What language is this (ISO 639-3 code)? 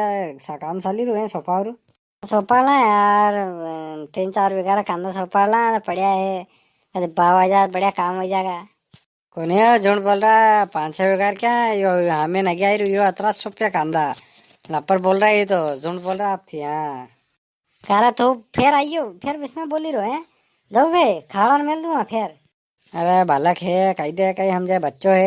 raj